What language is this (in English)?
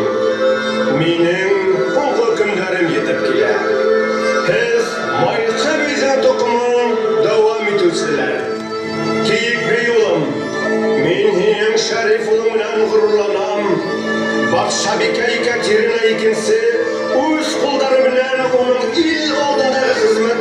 Bashkir